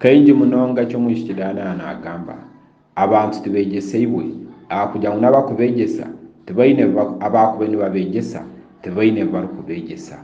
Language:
Nyankole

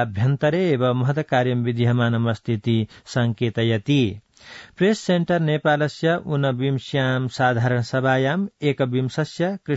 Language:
Sanskrit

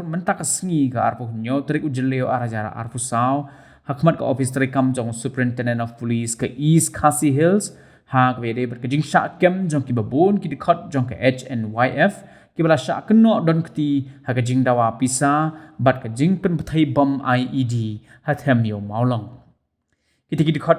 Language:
Khasi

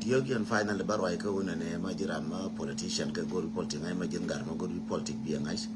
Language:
Nuer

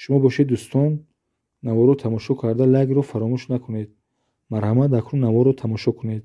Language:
Tajik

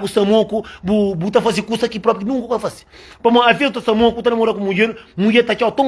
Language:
Kabuverdianu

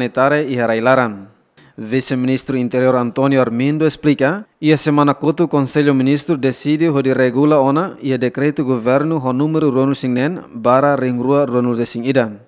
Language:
Tetum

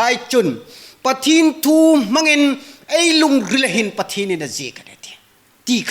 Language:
Hmar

